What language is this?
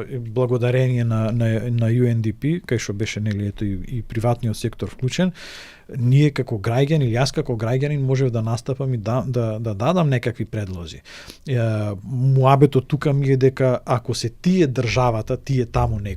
Macedonian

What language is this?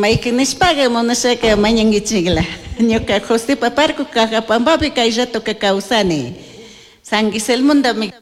Chimborazo Highland Quichua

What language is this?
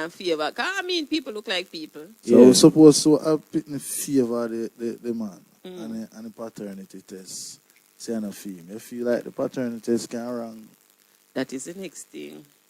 Jamaican Creole English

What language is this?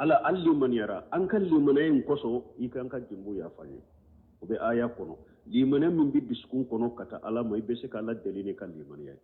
Bambara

